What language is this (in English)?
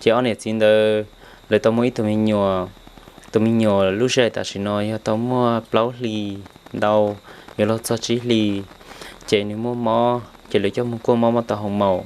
Hmong